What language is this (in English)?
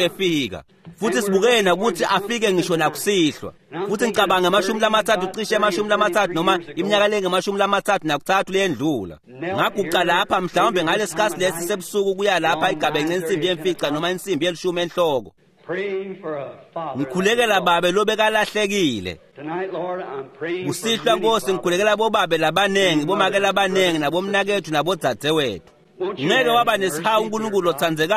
Swati